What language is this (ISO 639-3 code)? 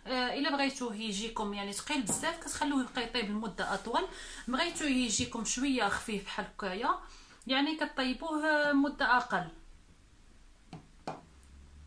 ary